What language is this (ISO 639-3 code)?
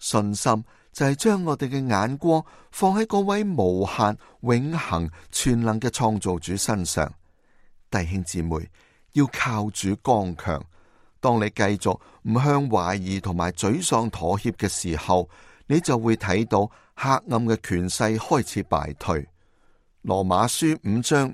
yue